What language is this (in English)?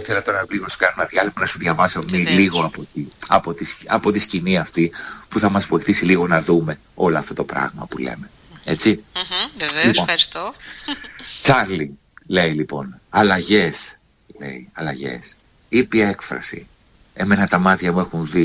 Greek